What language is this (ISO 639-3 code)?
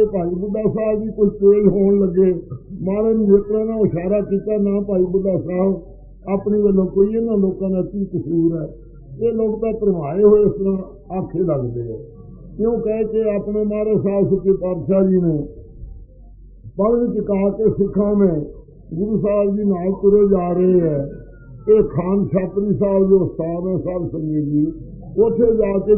pan